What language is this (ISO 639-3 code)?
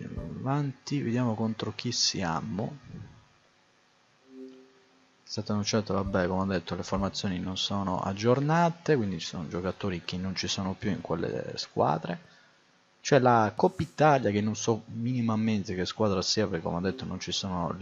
ita